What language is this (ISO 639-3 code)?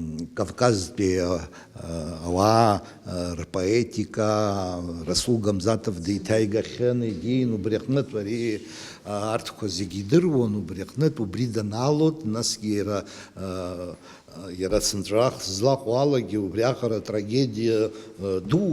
abk